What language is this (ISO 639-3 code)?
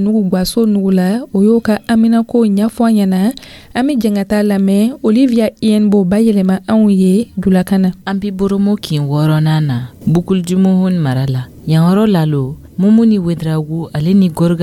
dyu